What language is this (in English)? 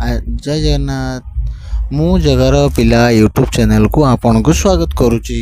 Odia